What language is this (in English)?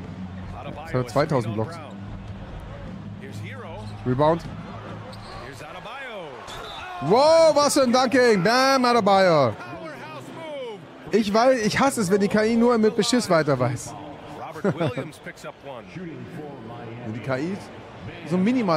German